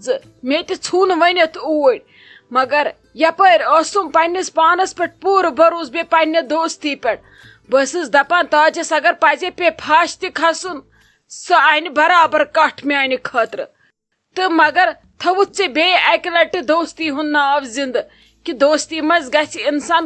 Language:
Kashmiri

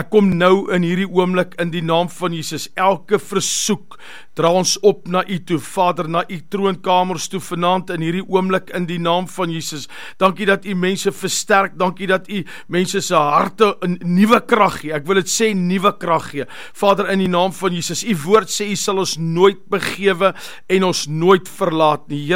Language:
Afrikaans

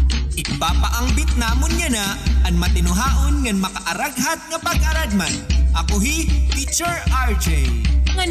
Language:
Waray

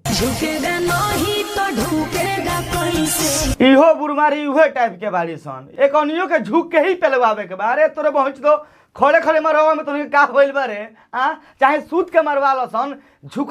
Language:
Bhojpuri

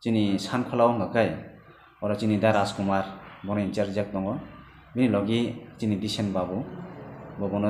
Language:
Kok Borok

